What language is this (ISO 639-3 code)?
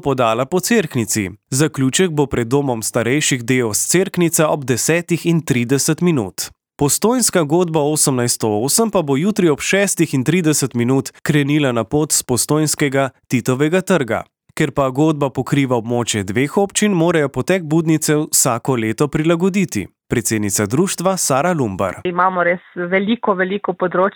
slv